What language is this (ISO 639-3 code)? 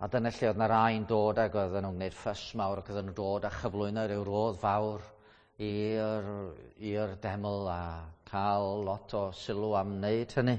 cym